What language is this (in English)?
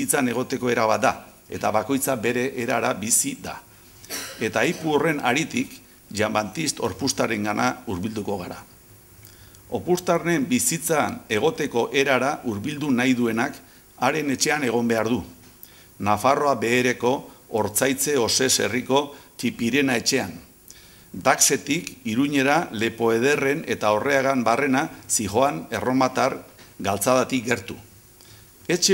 Basque